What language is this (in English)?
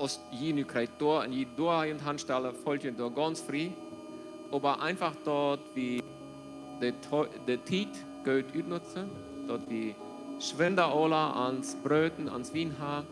Plautdietsch